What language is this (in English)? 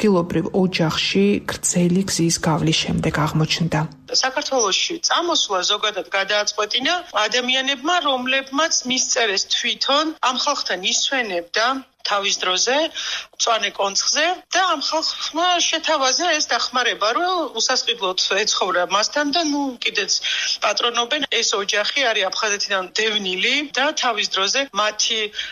Georgian